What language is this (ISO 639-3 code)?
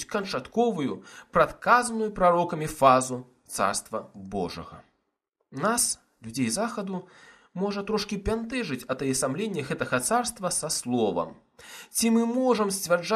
bel